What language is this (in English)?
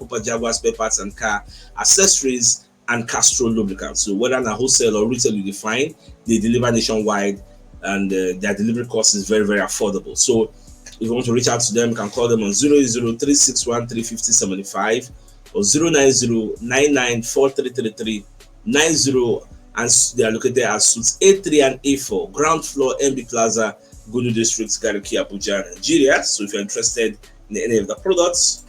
Nigerian Pidgin